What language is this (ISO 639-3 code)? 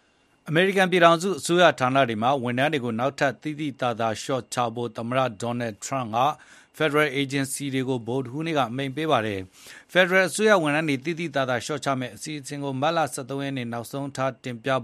mya